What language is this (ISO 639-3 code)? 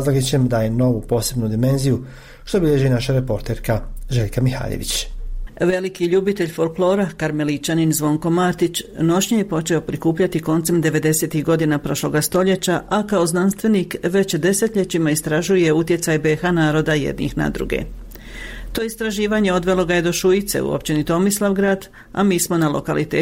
hrv